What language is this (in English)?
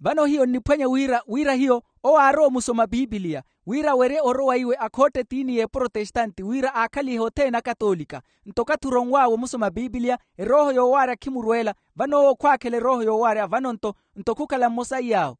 Makhuwa